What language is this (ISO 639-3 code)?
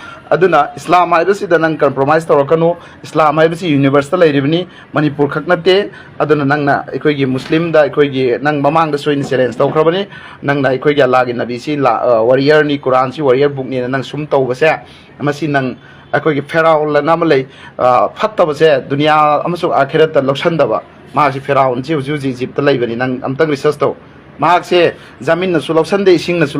mni